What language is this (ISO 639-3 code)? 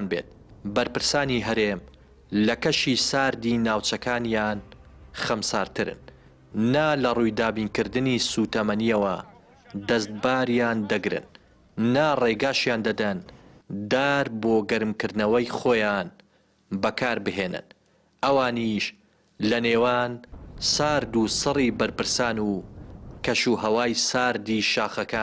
ckb